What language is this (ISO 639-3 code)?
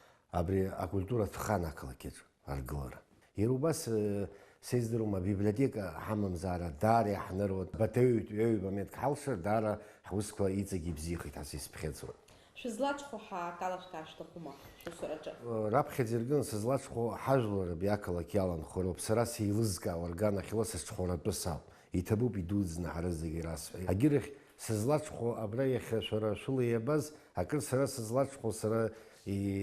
abk